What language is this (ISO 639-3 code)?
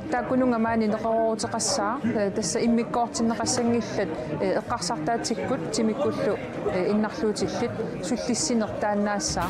kal